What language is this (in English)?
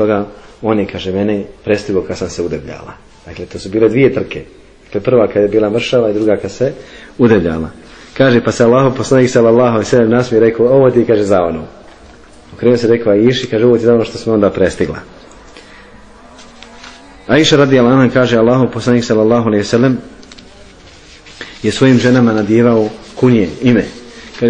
Bosnian